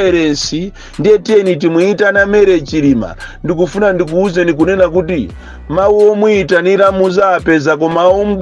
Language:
Nyanja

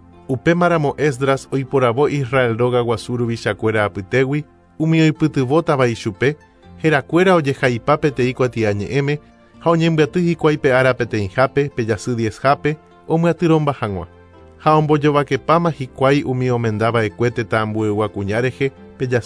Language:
Guarani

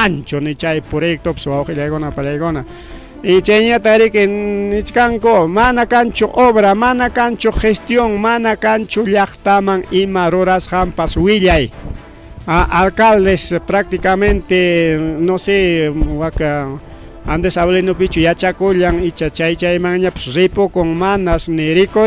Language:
Ayacucho Quechua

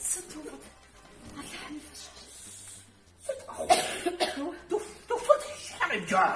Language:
Kabardian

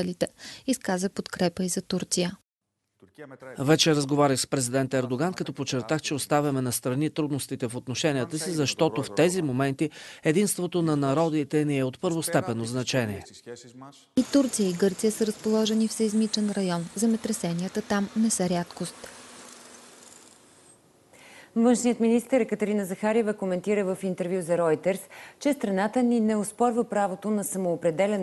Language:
Bulgarian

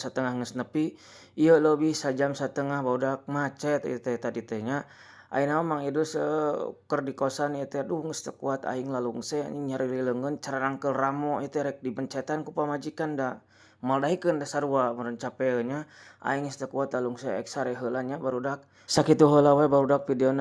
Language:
Sundanese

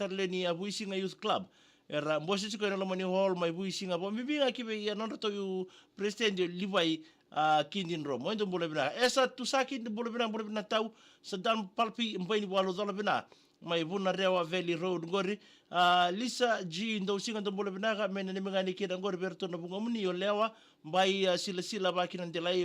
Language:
Fijian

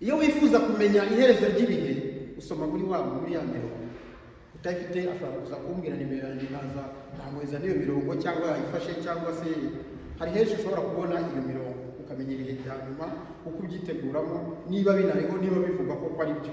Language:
Kinyarwanda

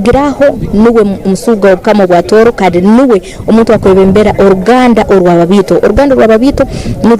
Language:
Tooro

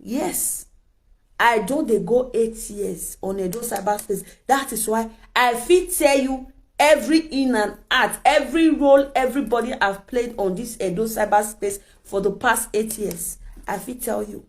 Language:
Nigerian Pidgin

